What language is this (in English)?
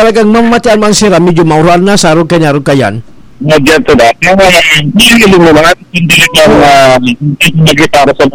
Bikol